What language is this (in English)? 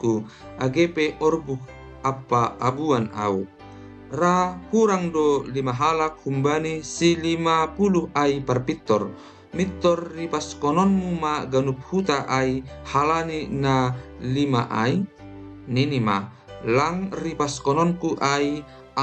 Batak Simalungun